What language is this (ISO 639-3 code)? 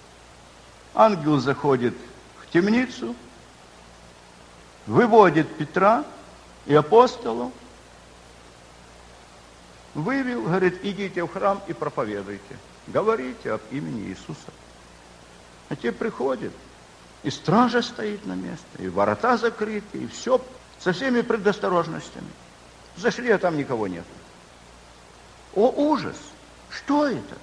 rus